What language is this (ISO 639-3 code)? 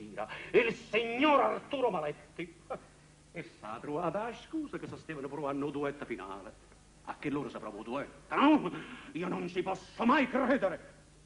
nap